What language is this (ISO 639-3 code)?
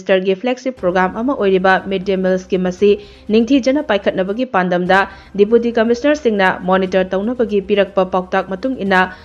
mni